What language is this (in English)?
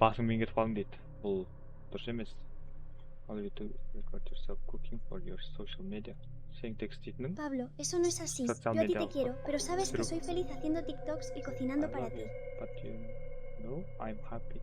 Kara-Kalpak